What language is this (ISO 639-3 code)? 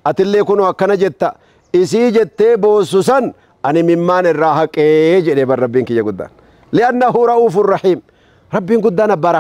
orm